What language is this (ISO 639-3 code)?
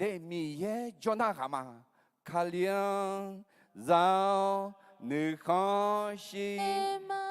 ahk